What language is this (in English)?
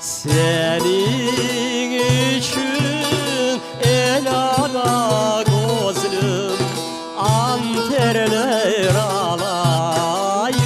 Crimean Tatar